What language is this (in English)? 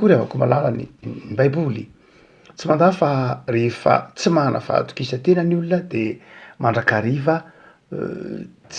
Malagasy